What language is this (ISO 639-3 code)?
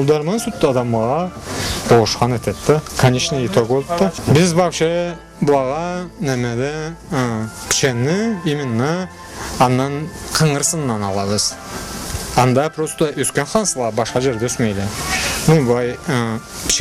krc